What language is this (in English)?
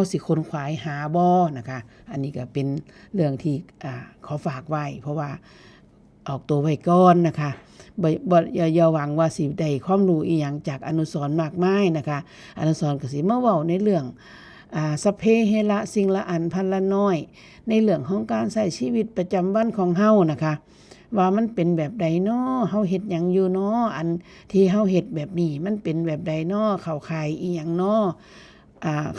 Northeastern Thai